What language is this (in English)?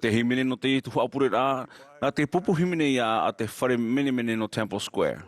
Tahitian